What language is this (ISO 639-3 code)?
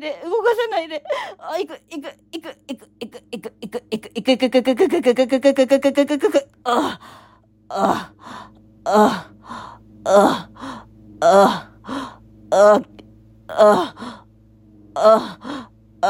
jpn